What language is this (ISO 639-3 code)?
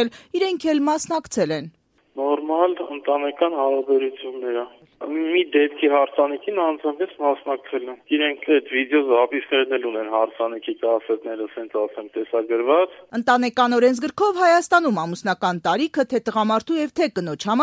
hye